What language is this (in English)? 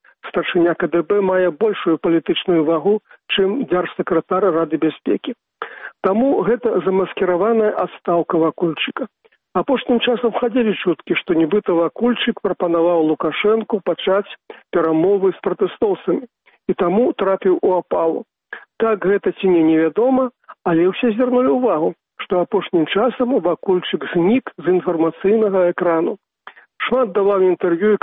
Belarusian